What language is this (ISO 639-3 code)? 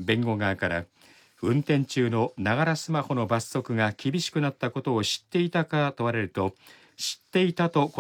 jpn